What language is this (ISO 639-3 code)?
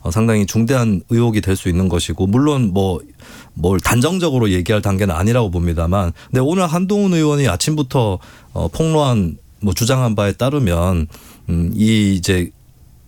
kor